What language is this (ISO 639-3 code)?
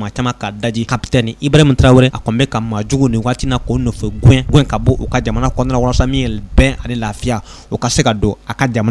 bam